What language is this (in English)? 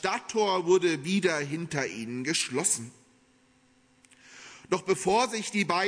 German